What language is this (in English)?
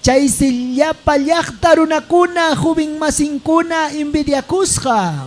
Ayacucho Quechua